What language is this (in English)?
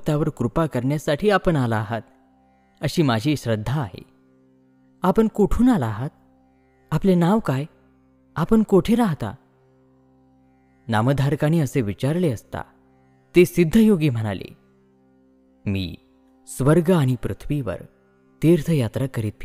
Marathi